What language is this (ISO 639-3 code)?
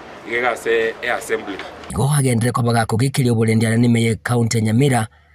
guz